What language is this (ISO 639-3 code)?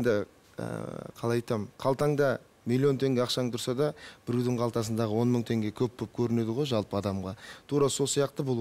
kaz